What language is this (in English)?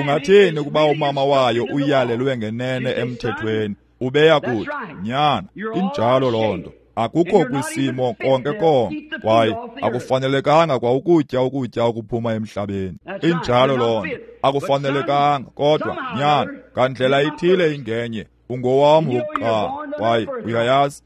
Xhosa